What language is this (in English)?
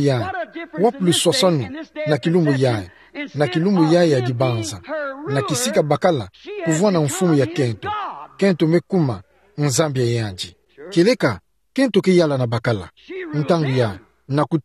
Kituba (Democratic Republic of Congo)